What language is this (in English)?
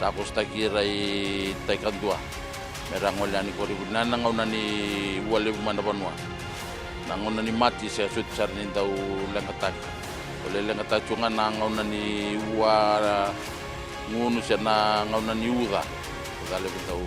Fijian